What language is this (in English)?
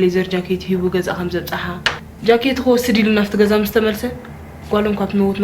Tigrinya